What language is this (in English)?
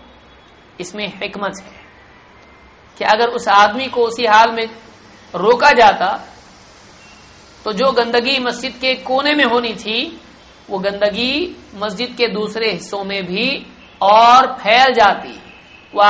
Urdu